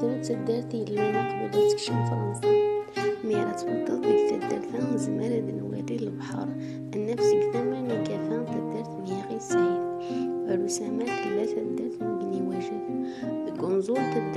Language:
Kabyle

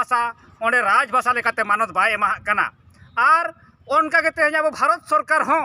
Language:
Santali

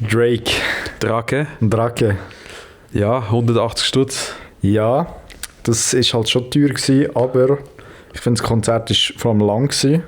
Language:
Swiss German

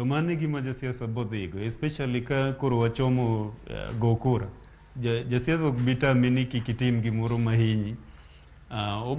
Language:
Luo (Kenya and Tanzania)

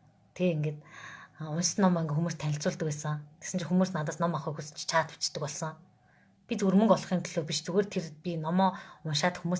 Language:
Mongolian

